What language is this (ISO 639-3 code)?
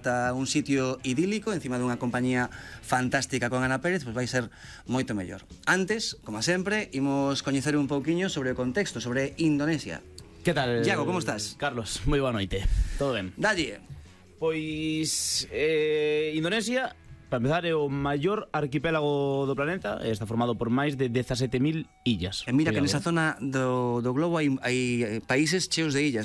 glg